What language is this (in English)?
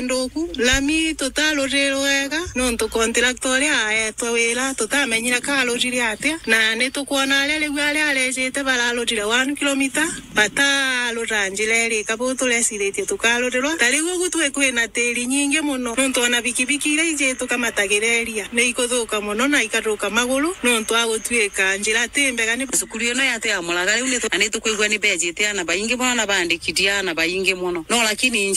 Meru